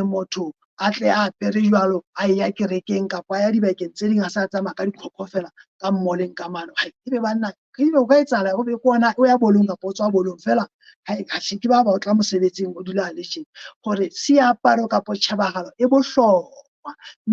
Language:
Southern Sotho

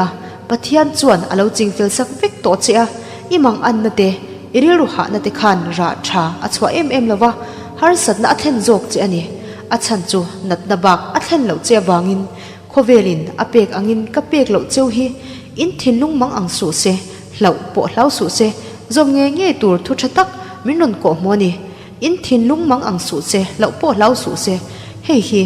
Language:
Mizo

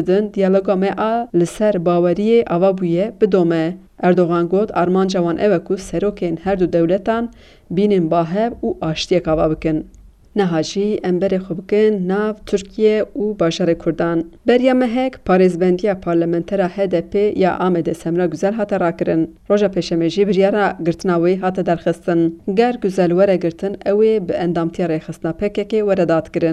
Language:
Kurdish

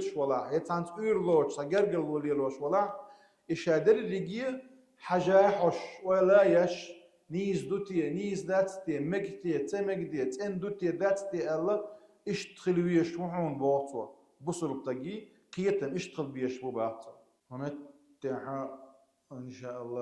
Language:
Chechen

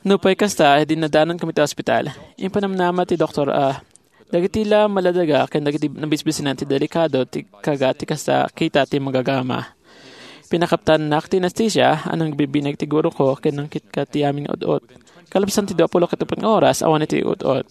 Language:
Iloko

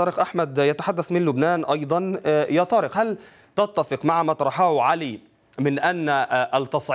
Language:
Arabic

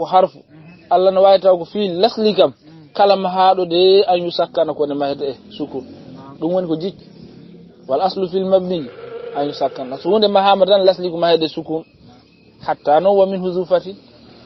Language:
Fula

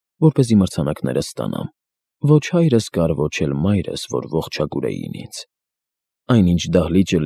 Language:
Armenian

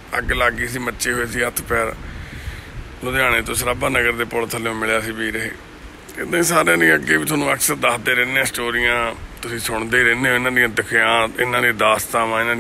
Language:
Punjabi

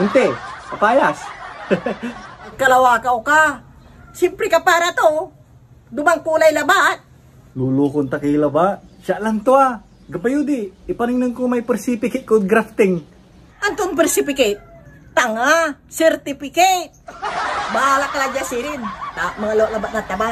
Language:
Pangasinan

